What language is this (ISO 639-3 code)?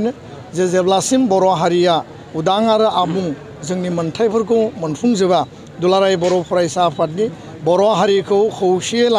brx